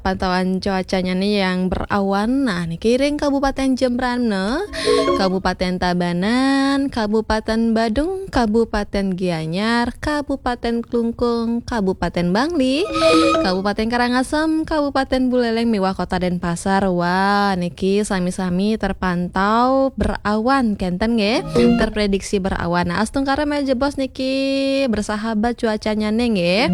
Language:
Balinese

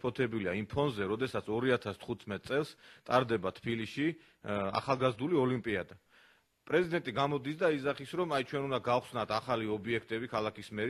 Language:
Georgian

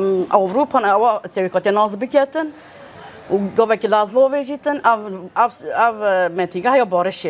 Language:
Kurdish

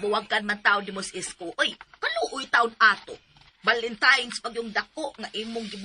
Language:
Cebuano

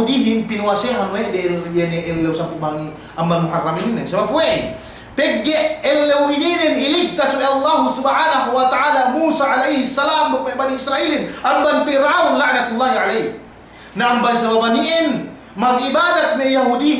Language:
Yakan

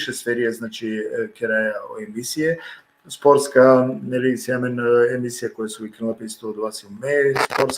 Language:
Balkan Romani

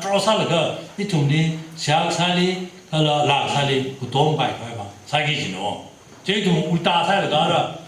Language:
Tangkhul Naga (India)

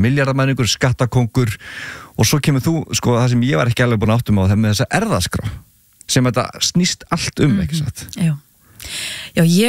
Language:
Icelandic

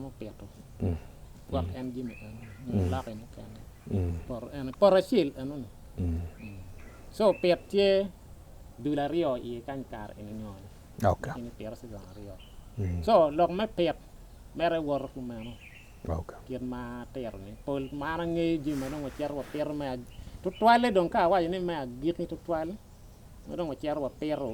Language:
Acoli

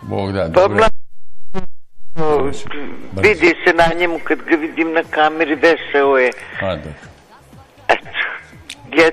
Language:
Bosnian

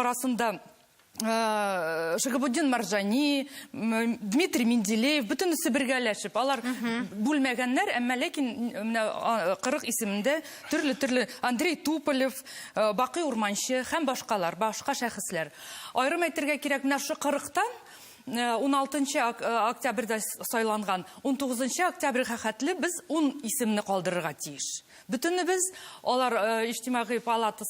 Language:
Tatar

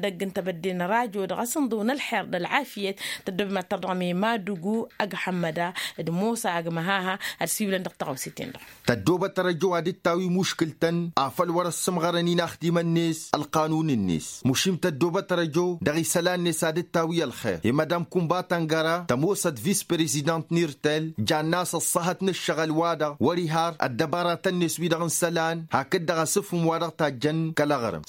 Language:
Tamasheq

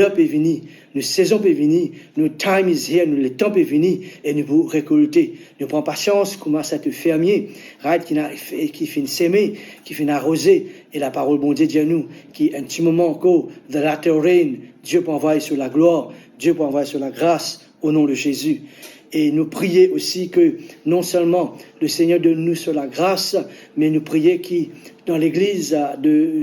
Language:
Morisyen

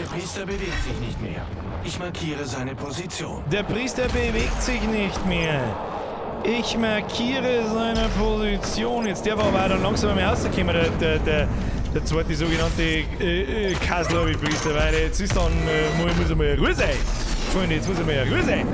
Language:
Bavarian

